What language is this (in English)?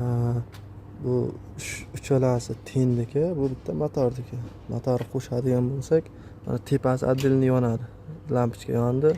Uzbek